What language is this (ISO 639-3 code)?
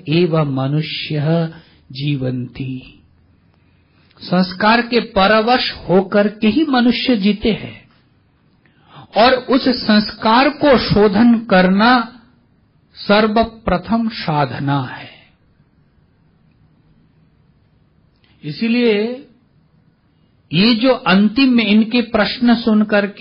hin